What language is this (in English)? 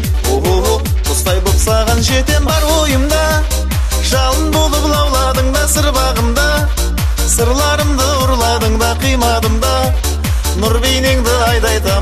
Kazakh